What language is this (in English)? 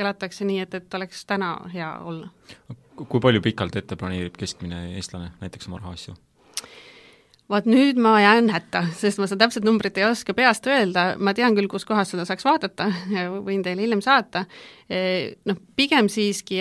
Estonian